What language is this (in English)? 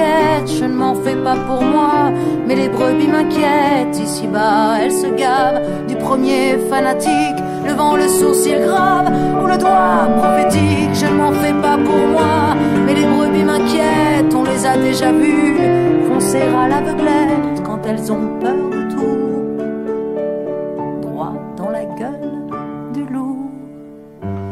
French